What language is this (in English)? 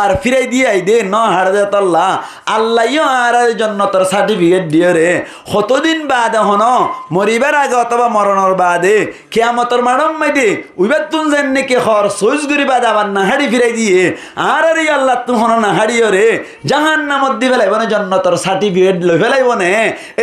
Rohingya